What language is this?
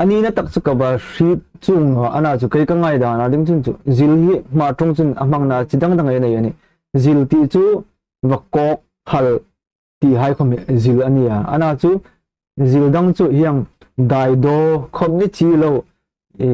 Hmar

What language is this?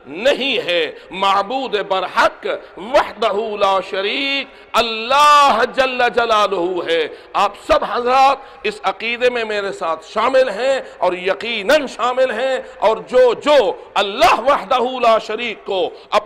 Urdu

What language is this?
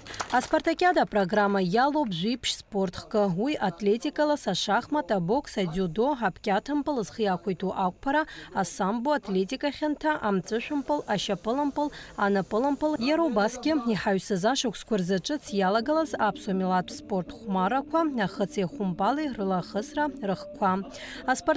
Abkhazian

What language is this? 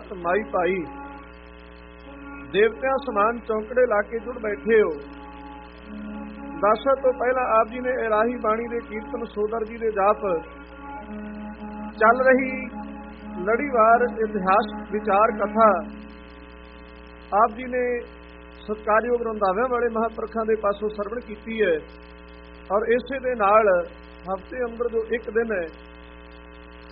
Punjabi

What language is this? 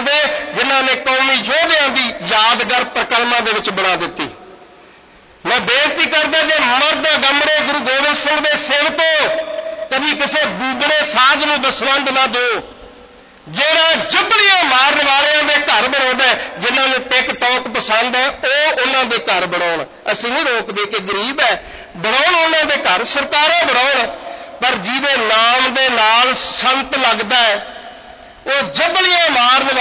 Punjabi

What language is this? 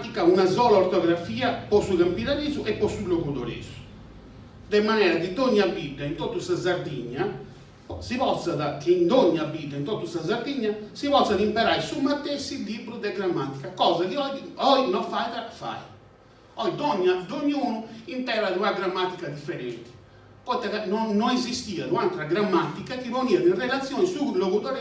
Sardinian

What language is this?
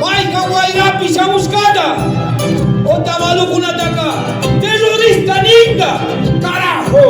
Imbabura Highland Quichua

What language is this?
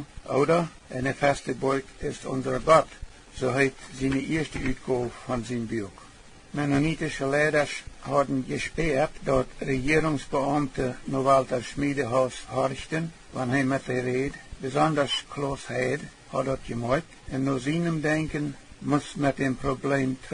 Plautdietsch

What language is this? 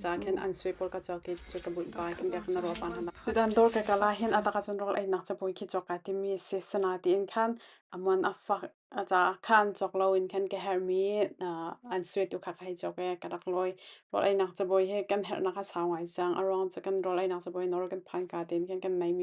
Hakha Chin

